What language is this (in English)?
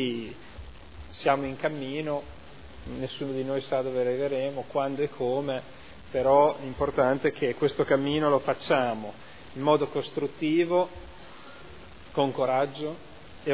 Italian